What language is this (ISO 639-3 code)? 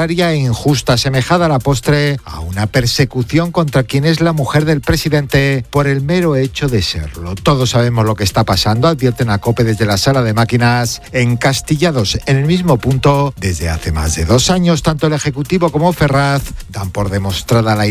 spa